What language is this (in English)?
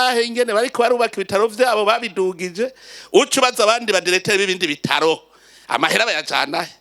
Rundi